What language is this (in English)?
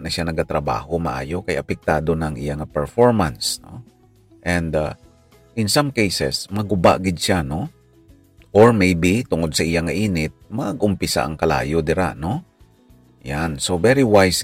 Hiligaynon